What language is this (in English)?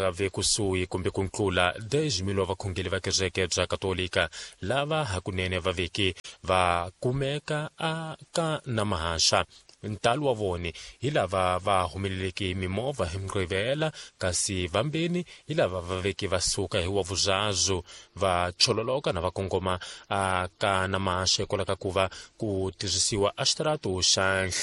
Tsonga